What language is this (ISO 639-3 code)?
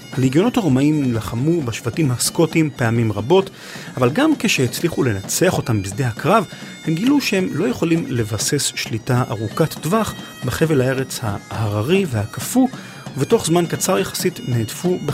heb